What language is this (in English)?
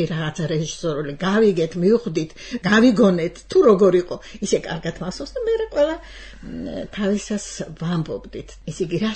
Georgian